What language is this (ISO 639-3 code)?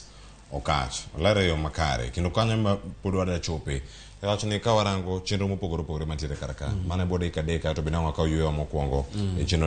luo